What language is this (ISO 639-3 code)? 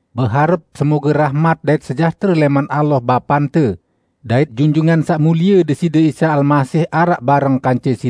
sas